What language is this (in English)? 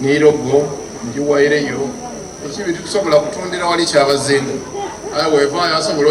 Soga